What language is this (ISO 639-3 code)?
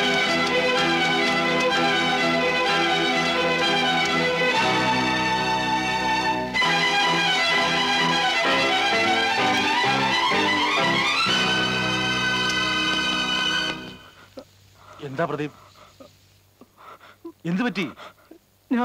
mal